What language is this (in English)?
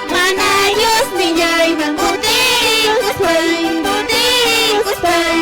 Quechua